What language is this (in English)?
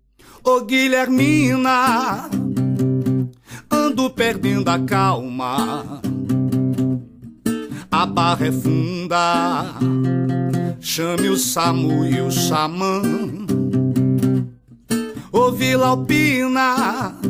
Portuguese